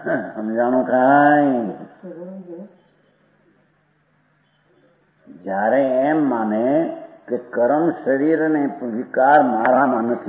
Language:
Gujarati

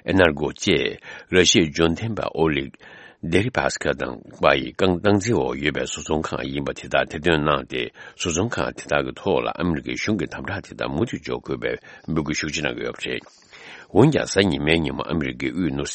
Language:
Tibetan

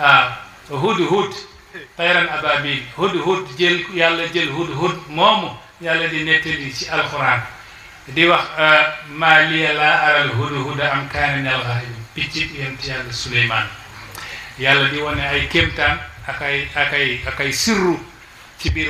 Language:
Wolof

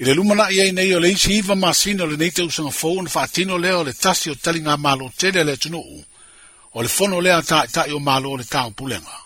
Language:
Samoan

